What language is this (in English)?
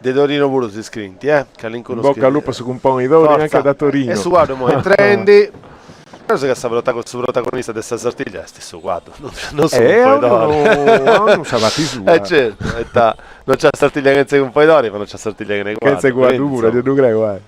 Sardinian